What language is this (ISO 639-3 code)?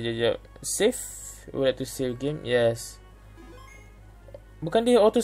msa